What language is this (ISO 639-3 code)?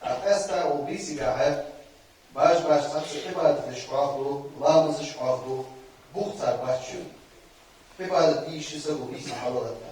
inh